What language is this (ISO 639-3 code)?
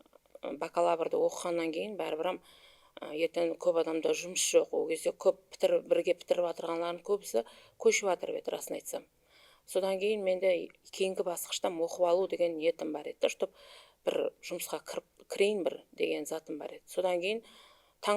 kaa